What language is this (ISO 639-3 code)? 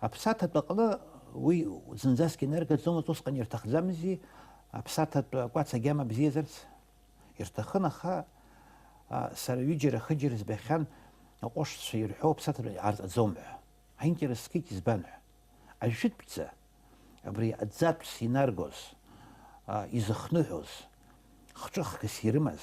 abk